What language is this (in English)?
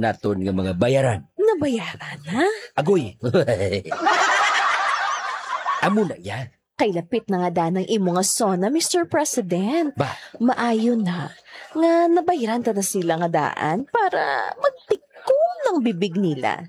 Hiligaynon